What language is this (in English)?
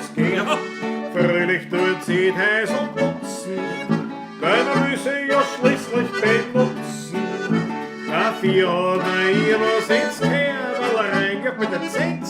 Bavarian